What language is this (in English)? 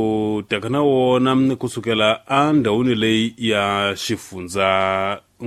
Tsonga